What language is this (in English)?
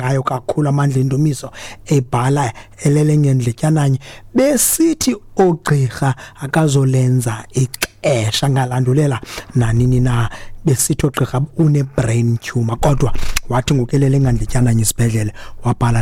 Xhosa